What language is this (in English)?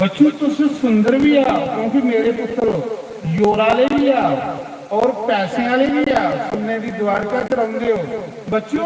Dogri